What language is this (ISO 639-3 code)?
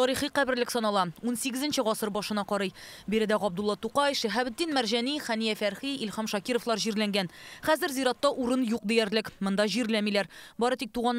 tat